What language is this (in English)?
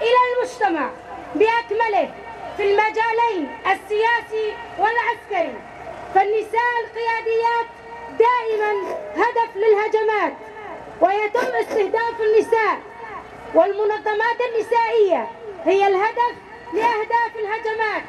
Kurdish